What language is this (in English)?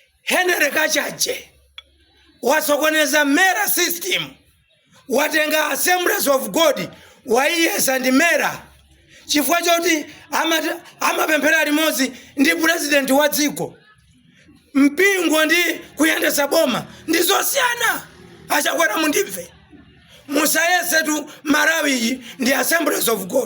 Nyanja